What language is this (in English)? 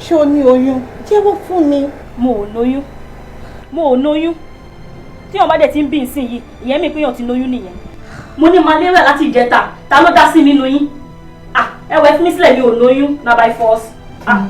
Yoruba